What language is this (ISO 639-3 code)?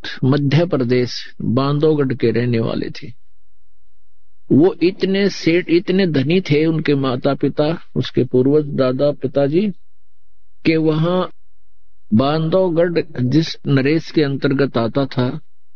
hin